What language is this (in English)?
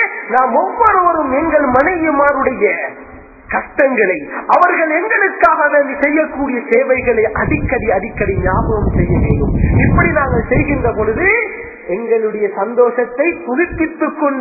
Tamil